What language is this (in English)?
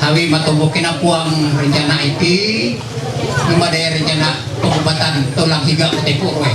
Ma'anyan